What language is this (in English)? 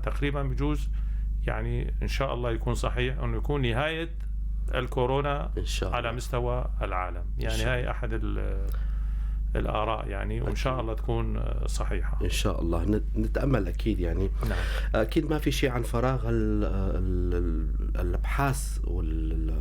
North Levantine Arabic